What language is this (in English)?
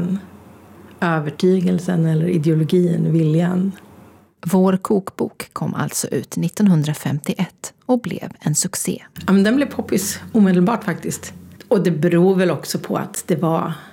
Swedish